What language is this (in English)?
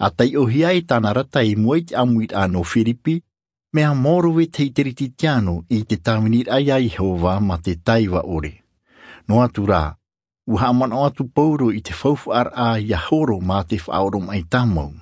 Tahitian